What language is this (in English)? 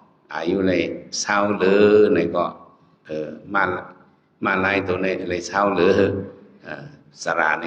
Shan